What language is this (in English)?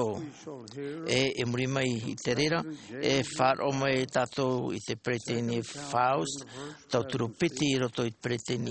Tahitian